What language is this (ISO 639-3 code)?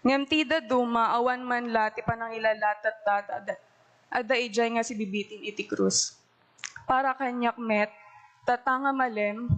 ilo